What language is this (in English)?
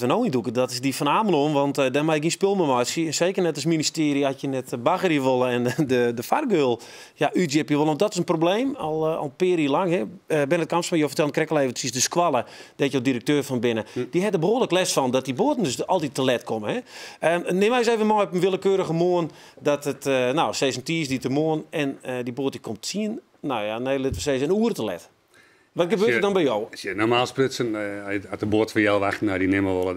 Western Frisian